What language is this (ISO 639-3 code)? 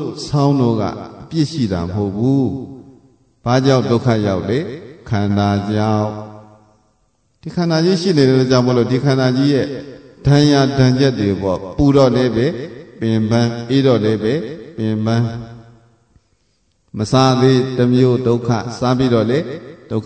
mya